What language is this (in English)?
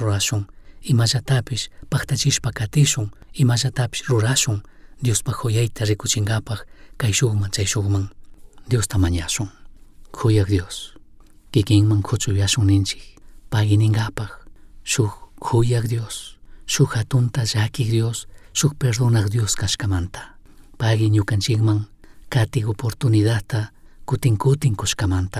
Chimborazo Highland Quichua